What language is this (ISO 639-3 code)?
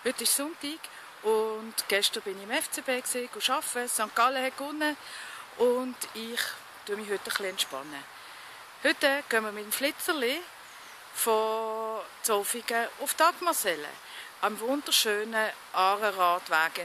gsw